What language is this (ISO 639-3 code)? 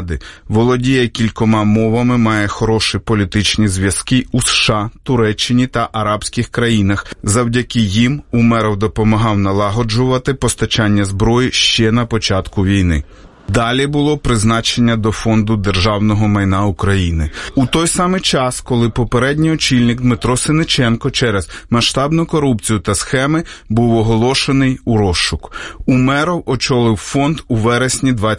ukr